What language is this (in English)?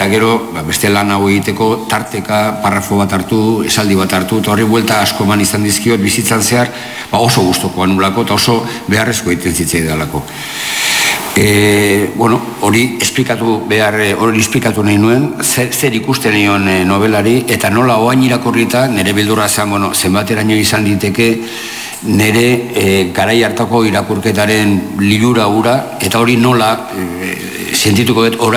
Basque